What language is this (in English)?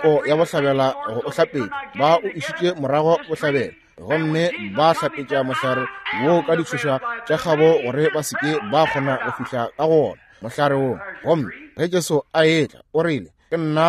Northern Sotho